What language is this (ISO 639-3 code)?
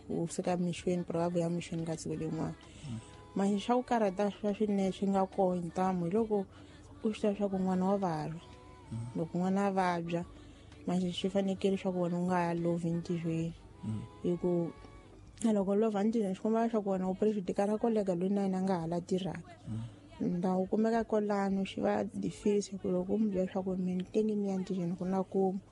tso